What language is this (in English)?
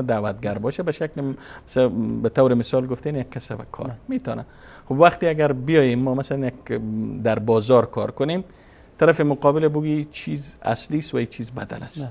Persian